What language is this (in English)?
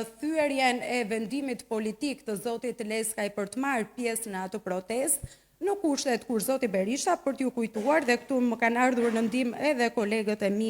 Albanian